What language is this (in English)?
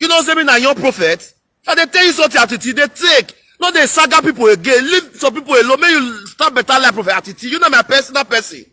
Nigerian Pidgin